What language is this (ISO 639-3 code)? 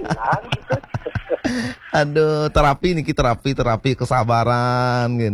ban